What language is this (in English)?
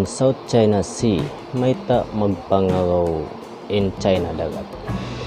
Tausug